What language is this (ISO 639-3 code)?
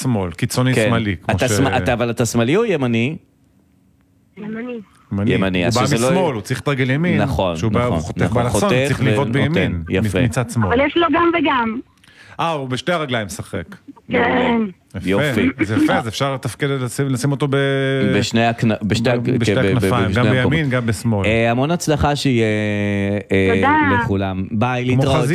heb